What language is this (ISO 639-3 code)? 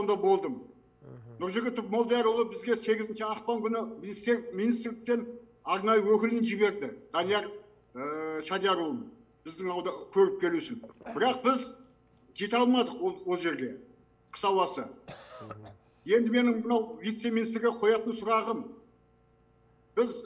kaz